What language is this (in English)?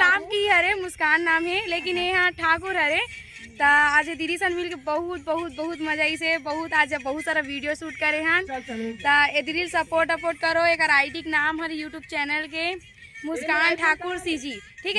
Chhattisgarhi